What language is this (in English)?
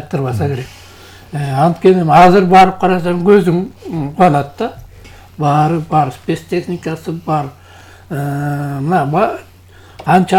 Kyrgyz